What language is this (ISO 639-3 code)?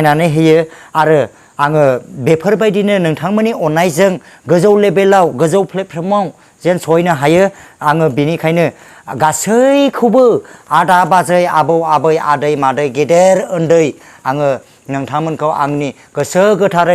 brx